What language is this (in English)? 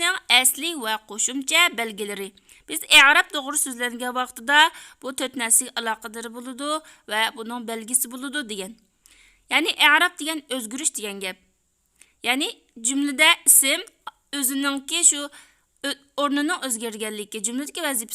Uyghur